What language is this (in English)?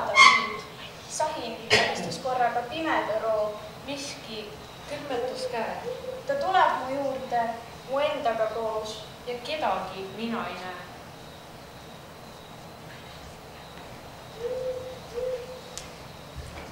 Estonian